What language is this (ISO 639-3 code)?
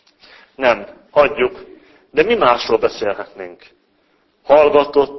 hun